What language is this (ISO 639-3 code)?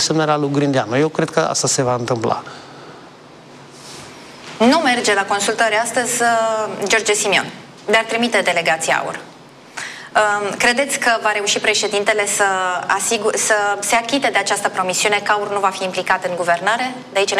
ron